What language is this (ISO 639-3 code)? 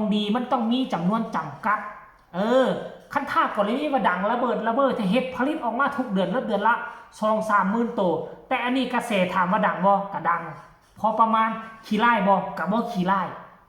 tts